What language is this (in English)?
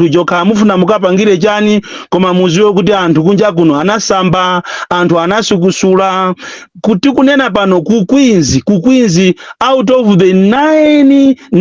Nyanja